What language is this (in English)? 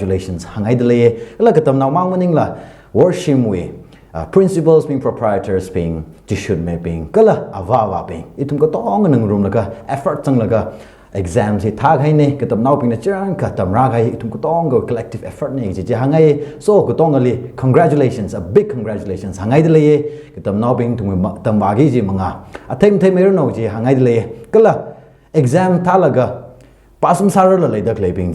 Tangkhul Naga (India)